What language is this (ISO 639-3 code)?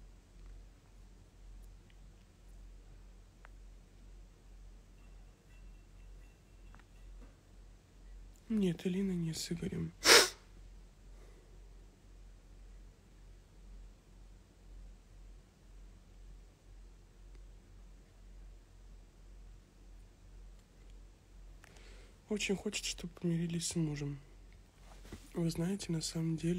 rus